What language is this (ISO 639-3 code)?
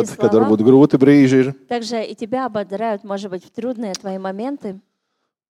lav